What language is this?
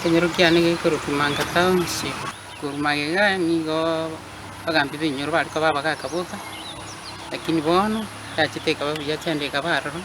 Gusii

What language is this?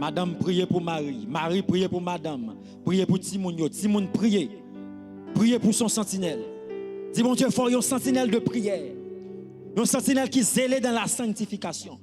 Haitian Creole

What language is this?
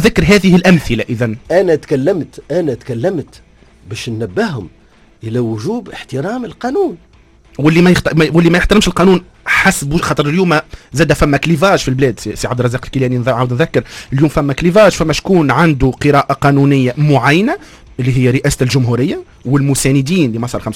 Tunisian Arabic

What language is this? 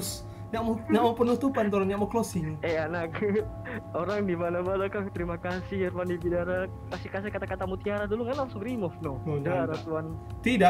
Manado Malay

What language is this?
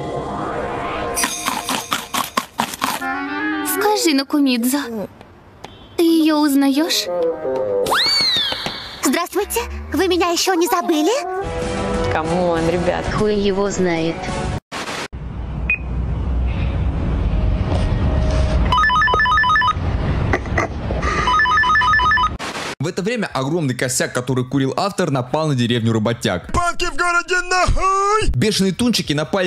Russian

